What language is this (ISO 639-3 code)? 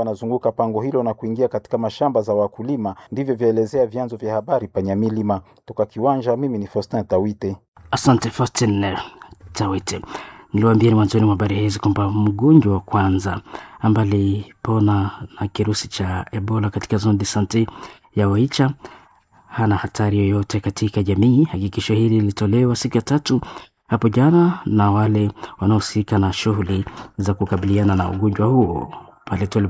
swa